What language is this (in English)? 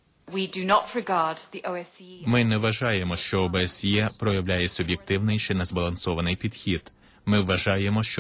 Ukrainian